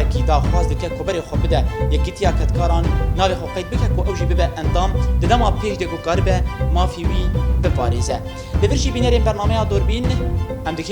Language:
Kurdish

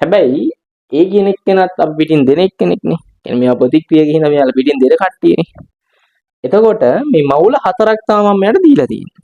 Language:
Sinhala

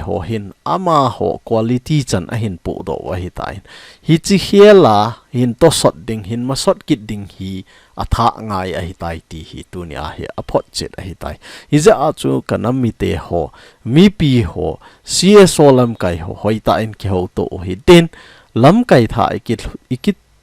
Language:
Thado Chin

